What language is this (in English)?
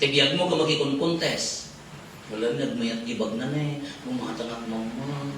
Iloko